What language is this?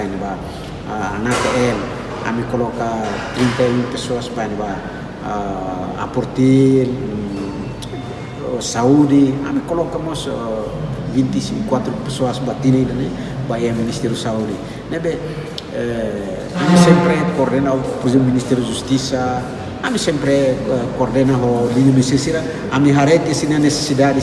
Tetum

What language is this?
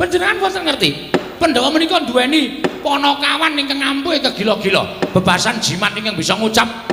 Javanese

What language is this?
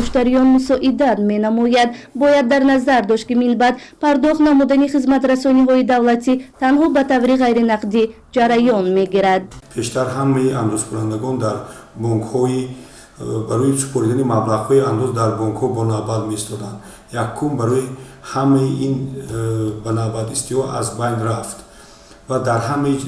Tajik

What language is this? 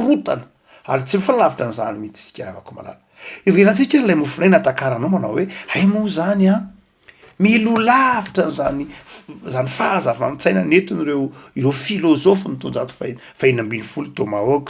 Malagasy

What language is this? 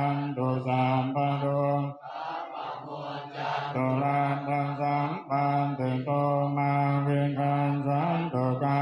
Pali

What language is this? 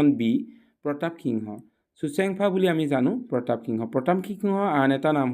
Assamese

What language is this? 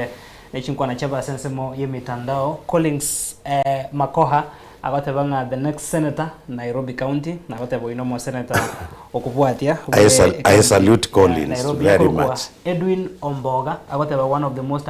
Gusii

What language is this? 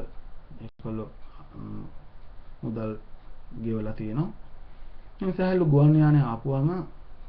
Sinhala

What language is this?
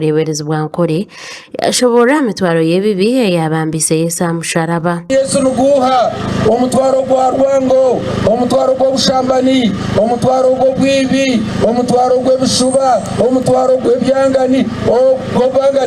Nyankole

